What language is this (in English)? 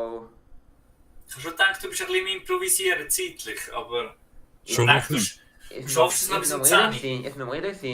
Swiss German